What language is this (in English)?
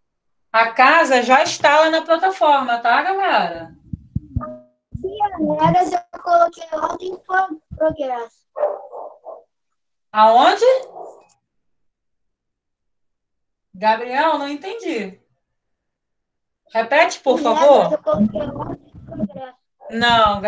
Portuguese